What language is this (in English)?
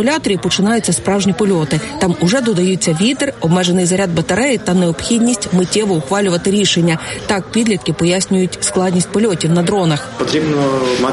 Ukrainian